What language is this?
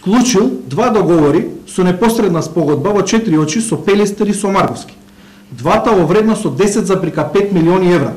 Macedonian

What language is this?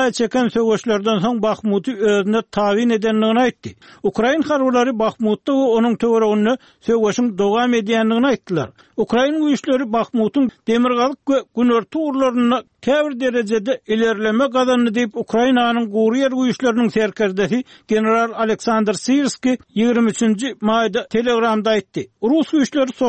Turkmen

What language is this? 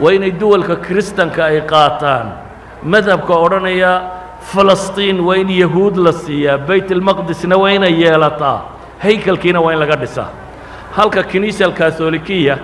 Somali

